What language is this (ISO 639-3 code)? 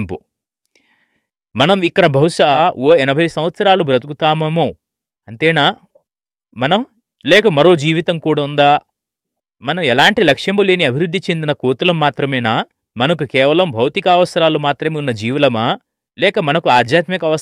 tel